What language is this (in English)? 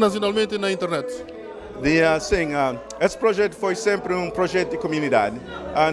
Kabuverdianu